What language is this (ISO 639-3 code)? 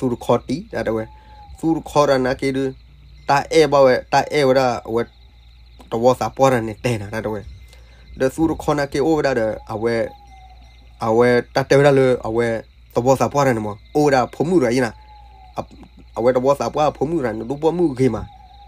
ksw